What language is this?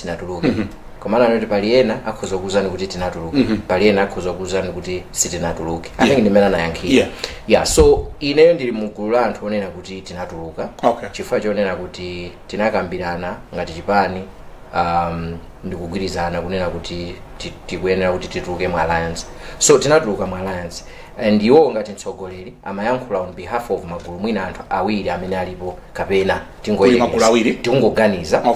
Nyanja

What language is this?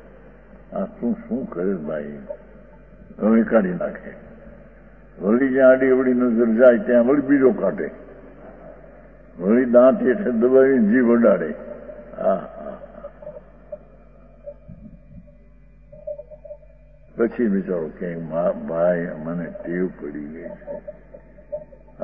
Gujarati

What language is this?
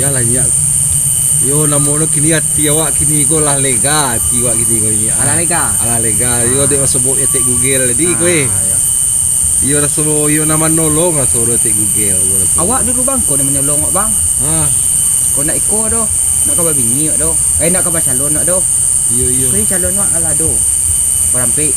Minangkabau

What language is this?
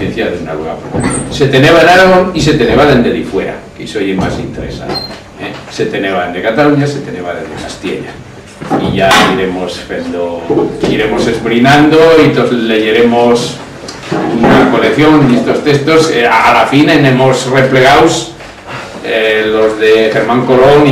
Aragonese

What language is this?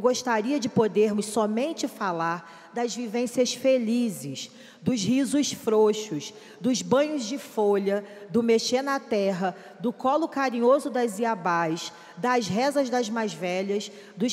Portuguese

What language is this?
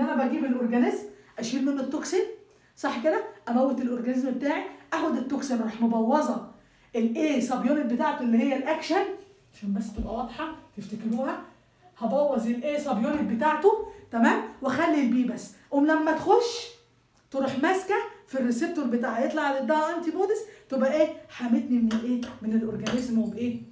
Egyptian Arabic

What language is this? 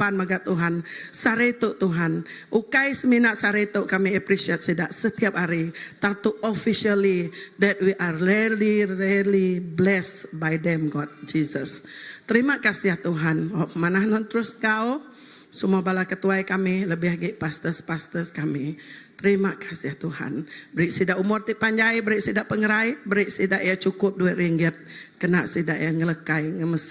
Iban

